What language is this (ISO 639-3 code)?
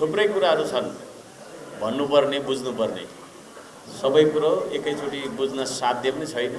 nep